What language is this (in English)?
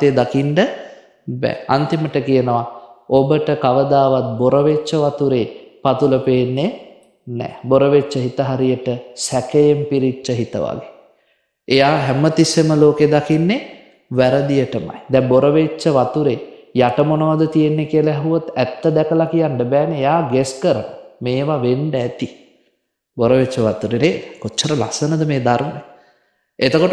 Sinhala